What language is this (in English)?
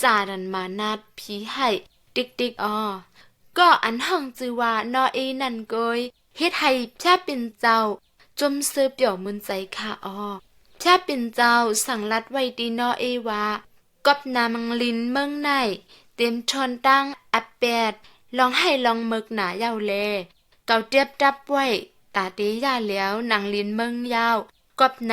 Shan